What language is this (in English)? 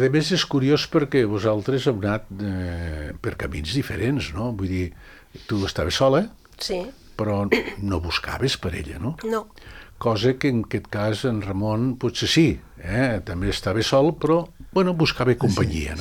Catalan